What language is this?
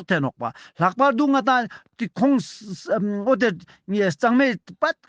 Ladakhi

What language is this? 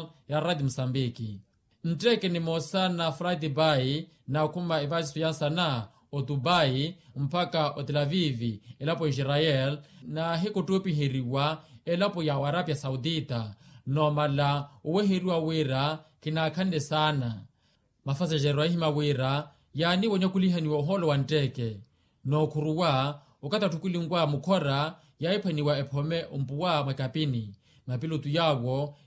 Makhuwa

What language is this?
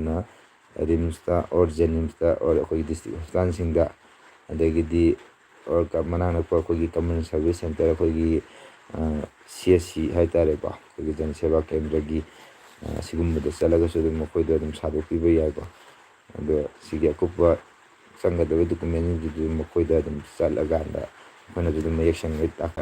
Manipuri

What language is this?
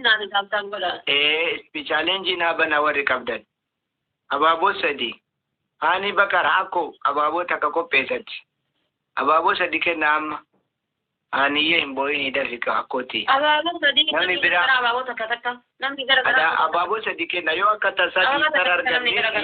Oromo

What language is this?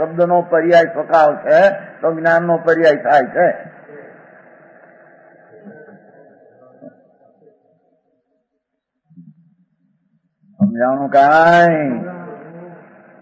Gujarati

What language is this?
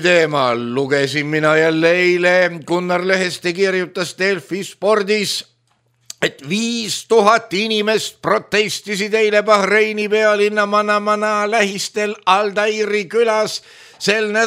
Estonian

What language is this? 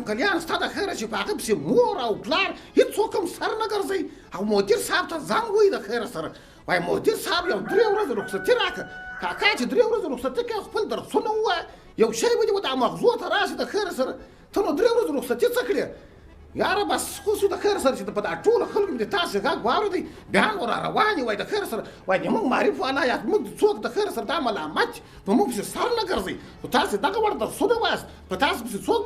Pashto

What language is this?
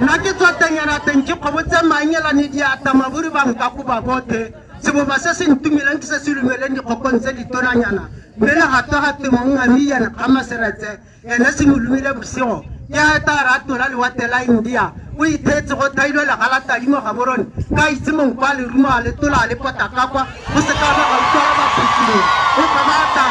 Tswana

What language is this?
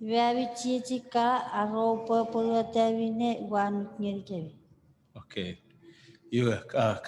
Chuukese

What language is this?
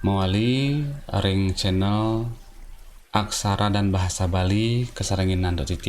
Balinese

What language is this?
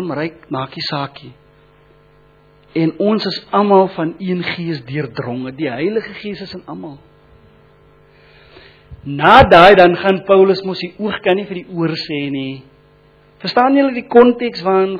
Afrikaans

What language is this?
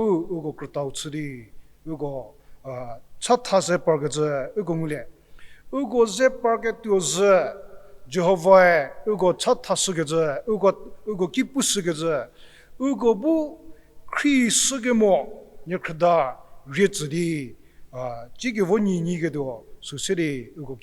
Angami Naga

